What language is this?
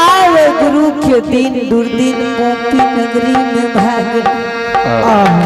Angika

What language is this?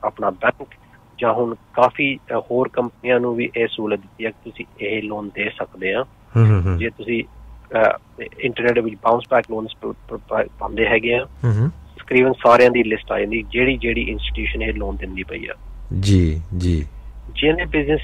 Punjabi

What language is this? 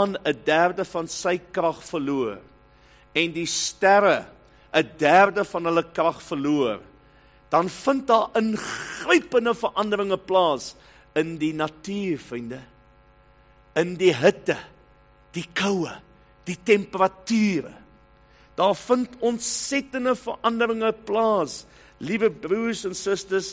Afrikaans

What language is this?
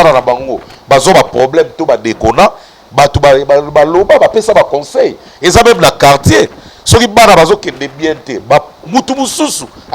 Lingala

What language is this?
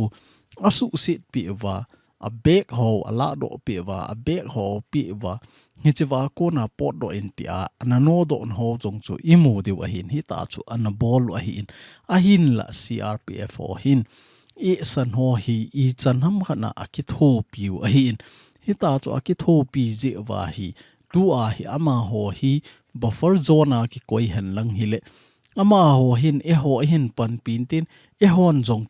Thado Chin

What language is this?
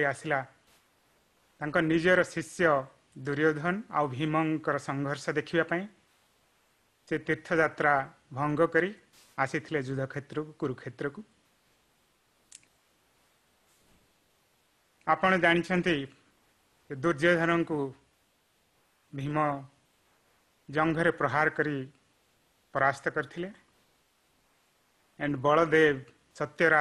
Odia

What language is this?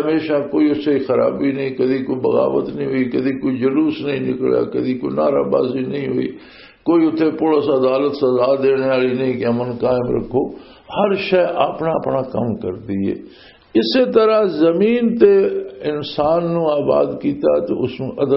Western Panjabi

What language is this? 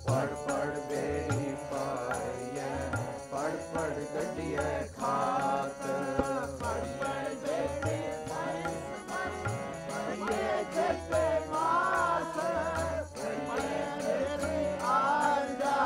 Punjabi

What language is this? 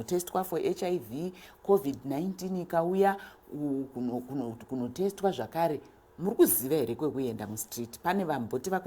Shona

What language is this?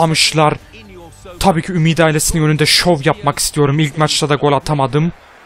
Turkish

